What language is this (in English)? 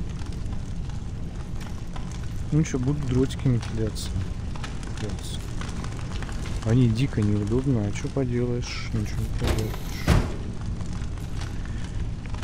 Russian